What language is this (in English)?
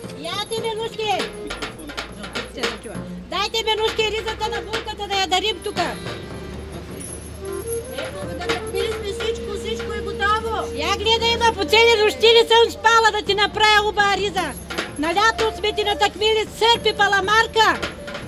Bulgarian